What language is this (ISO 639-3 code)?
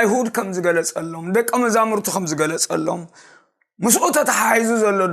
tir